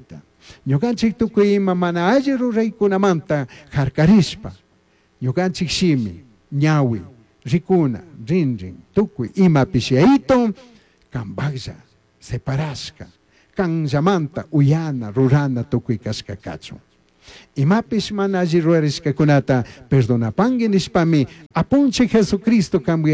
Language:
Chimborazo Highland Quichua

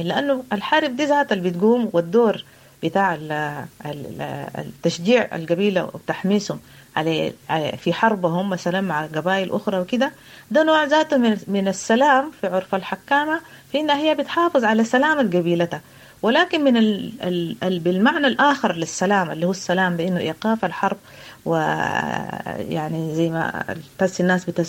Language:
Sudanese Arabic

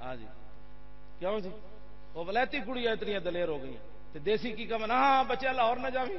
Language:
Western Panjabi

